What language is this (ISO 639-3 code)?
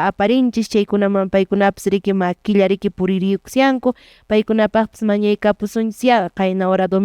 que